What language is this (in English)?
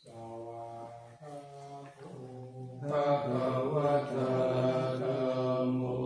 Pali